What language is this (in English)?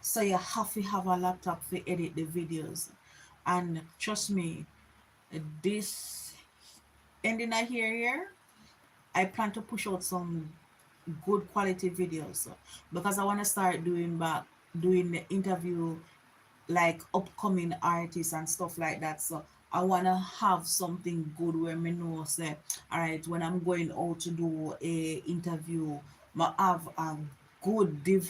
Jamaican Creole English